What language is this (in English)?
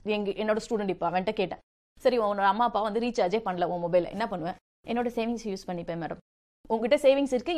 Tamil